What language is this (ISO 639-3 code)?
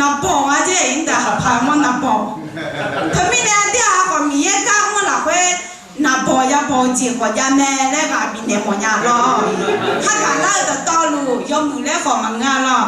ahk